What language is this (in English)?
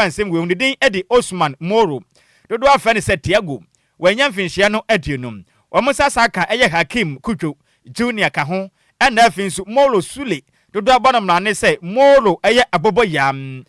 Akan